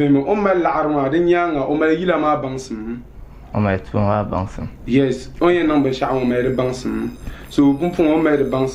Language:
Dagbani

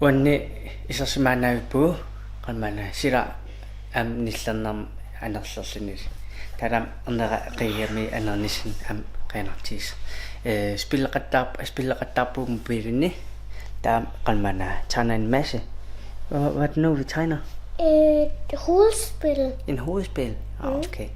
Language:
Kalaallisut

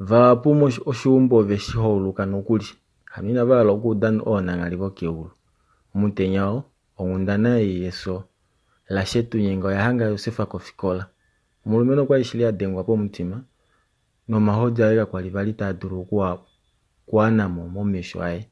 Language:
Kuanyama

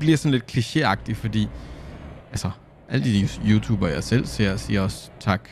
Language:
Danish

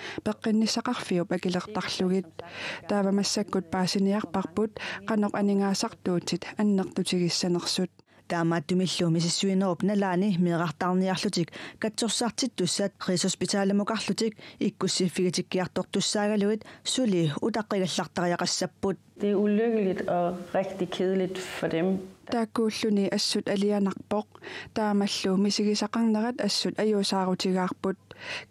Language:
Kalaallisut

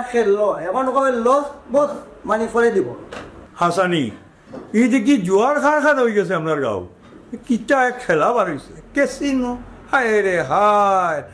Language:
Sylheti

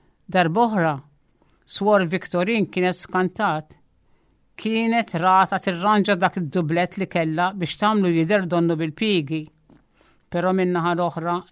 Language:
Maltese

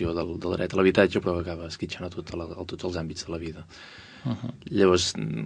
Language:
Catalan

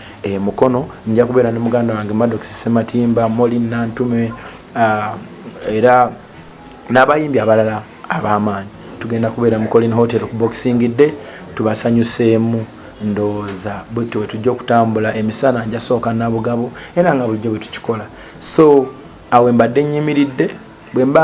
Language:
Ganda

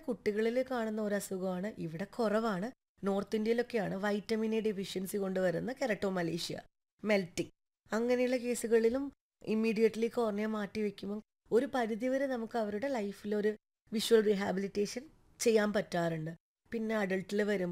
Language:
Malayalam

